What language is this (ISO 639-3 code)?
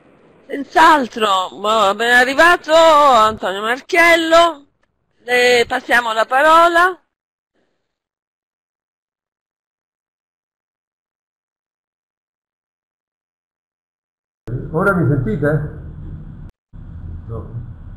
ita